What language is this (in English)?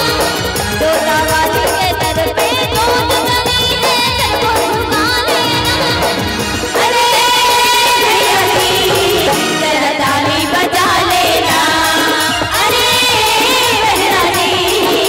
Chhattisgarhi